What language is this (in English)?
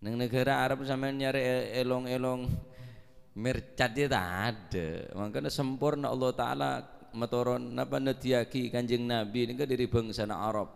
Madurese